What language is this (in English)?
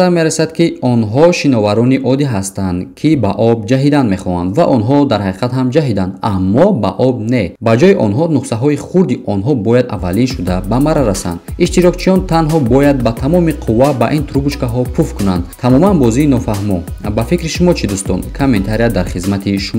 Tajik